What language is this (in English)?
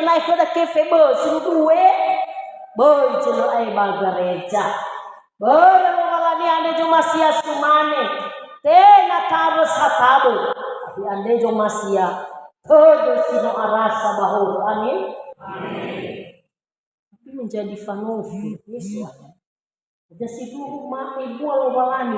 Nias